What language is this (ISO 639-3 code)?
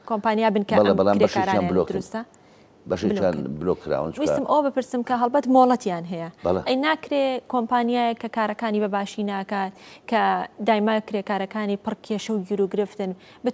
ckb